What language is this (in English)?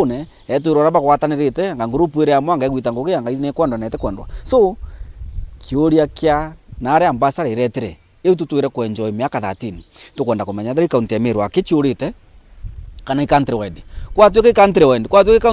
Meru